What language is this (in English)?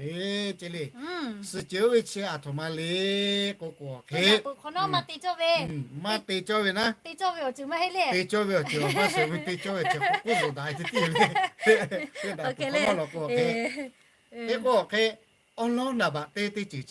Lahu